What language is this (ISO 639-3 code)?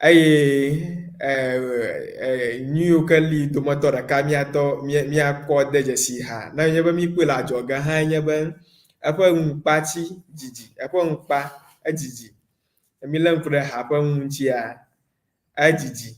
ewe